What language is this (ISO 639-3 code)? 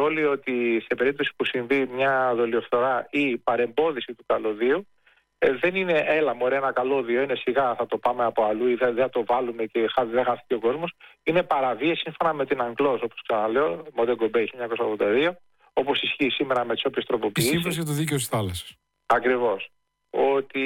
ell